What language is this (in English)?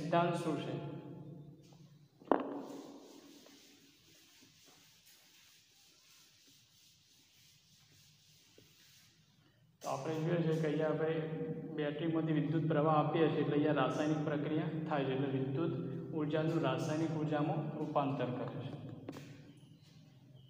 Gujarati